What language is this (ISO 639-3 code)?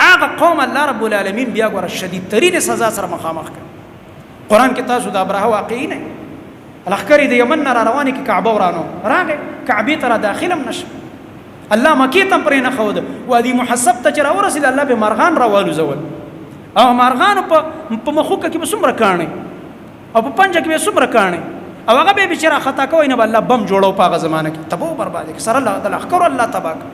pus